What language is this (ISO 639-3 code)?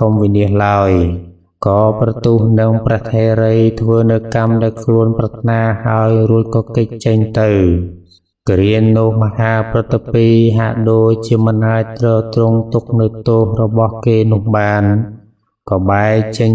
khm